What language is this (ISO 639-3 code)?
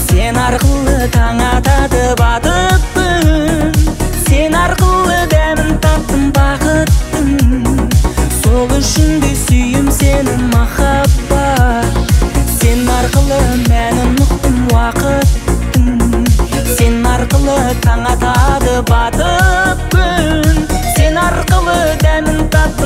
kaz